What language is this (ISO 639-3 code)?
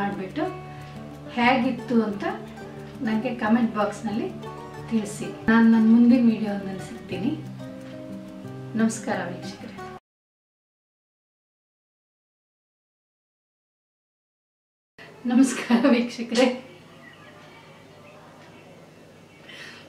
kan